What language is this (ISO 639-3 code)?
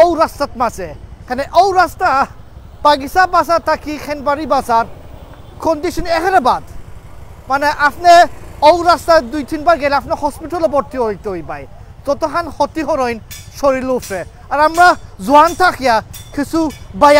syl